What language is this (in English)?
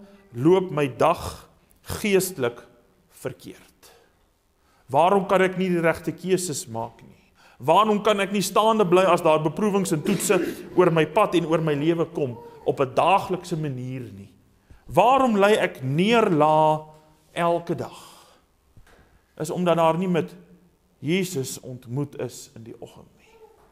Afrikaans